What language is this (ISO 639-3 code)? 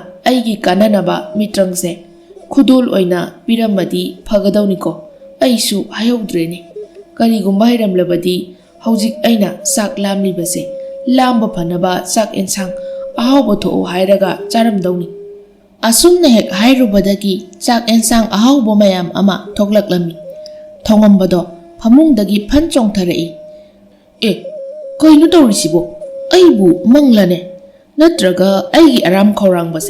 mni